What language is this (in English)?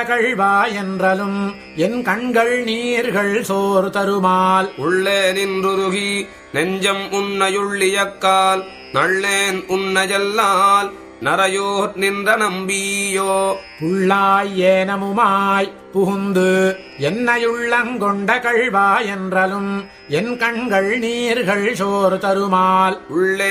Tamil